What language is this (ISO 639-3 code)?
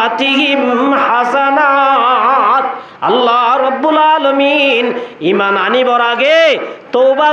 rhg